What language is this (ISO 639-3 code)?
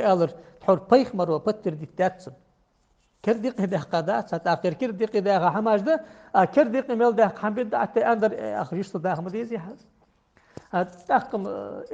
inh